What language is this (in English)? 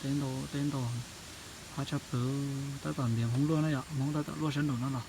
Hmong